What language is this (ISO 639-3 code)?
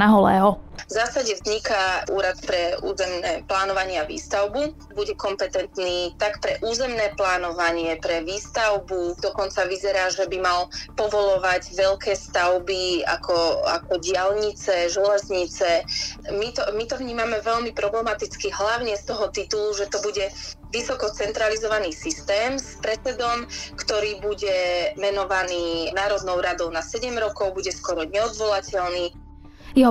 slk